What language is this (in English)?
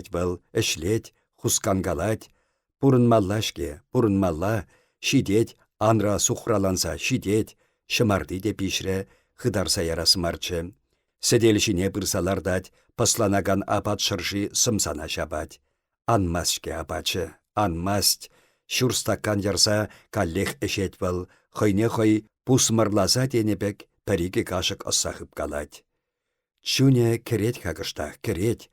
Chuvash